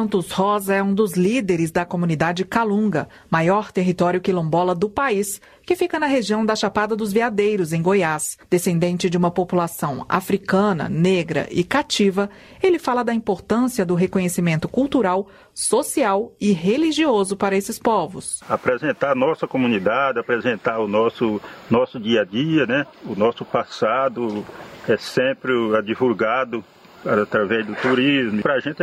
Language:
Portuguese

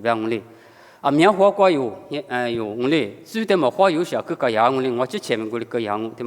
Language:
Lisu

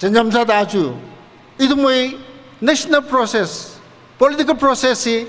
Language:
Tangkhul Naga (India)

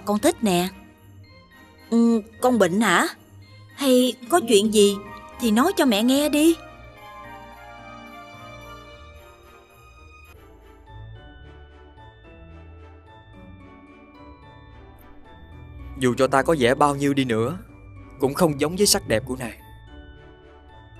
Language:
Vietnamese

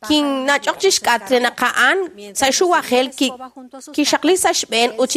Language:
Kekchí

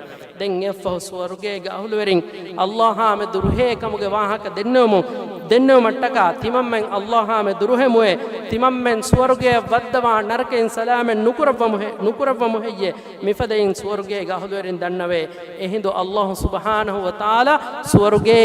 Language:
Divehi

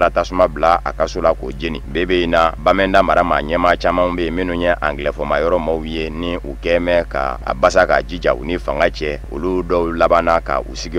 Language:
Bambara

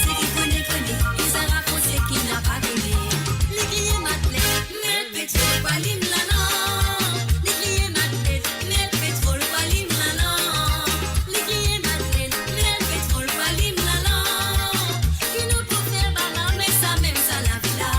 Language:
Morisyen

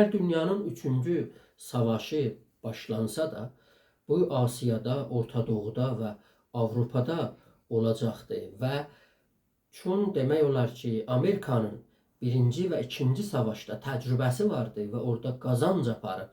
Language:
South Azerbaijani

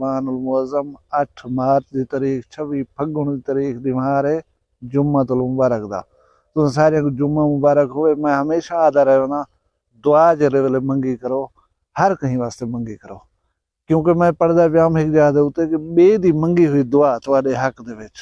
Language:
Saraiki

